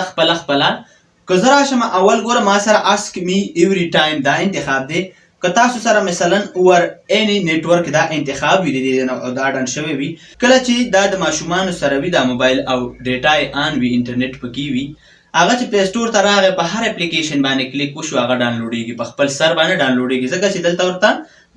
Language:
Pashto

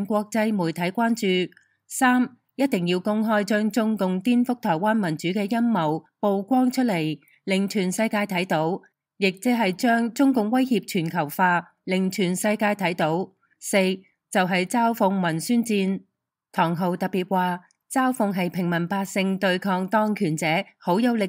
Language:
Cantonese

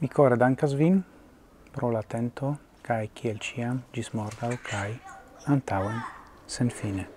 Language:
Esperanto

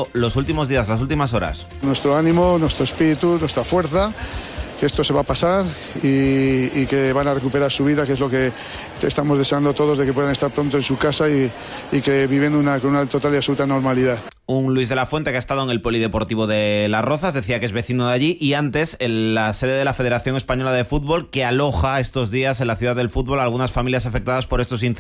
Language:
Spanish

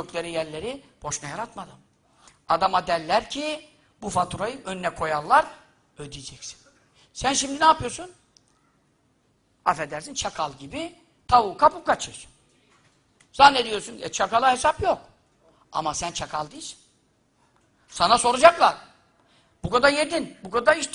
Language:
Turkish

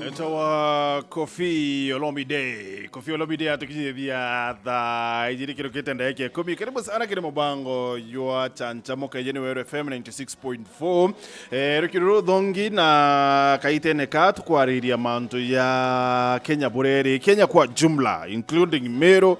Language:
Meru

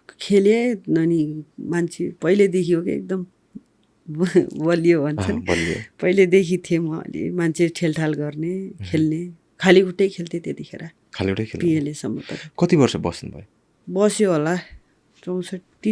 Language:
Nepali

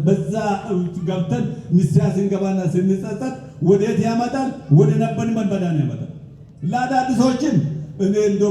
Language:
Amharic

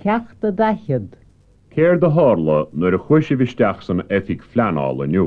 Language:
Irish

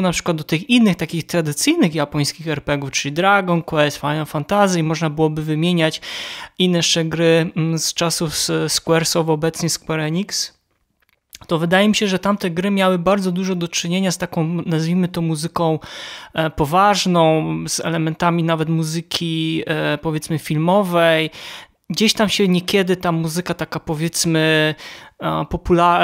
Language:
Polish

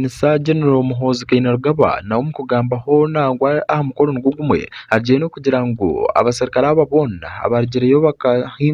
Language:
Nyankole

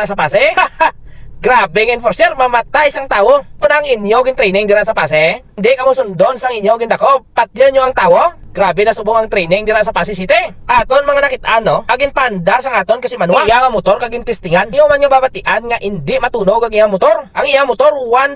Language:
Hiligaynon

